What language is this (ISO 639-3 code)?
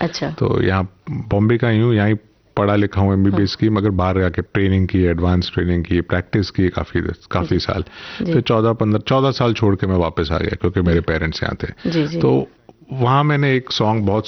hin